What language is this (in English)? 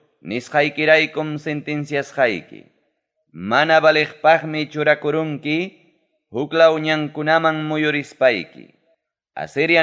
Ayacucho Quechua